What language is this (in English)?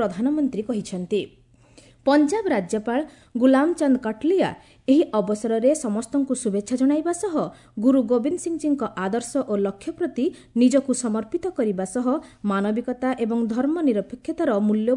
Odia